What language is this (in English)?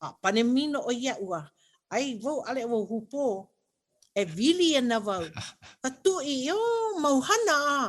Hawaiian